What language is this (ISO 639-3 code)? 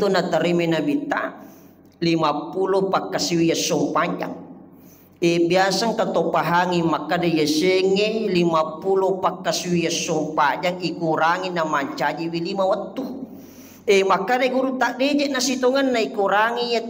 bug